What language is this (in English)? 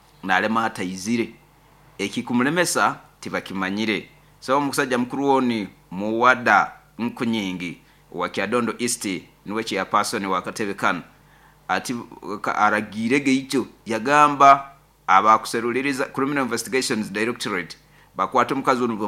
Nyoro